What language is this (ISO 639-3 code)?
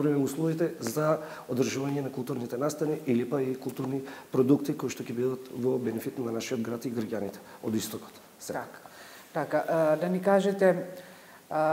mkd